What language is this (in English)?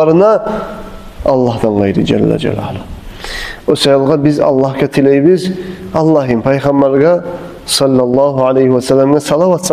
Kumyk